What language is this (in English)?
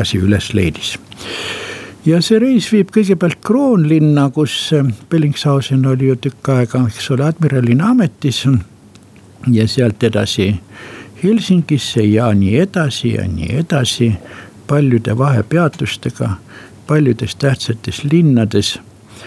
Estonian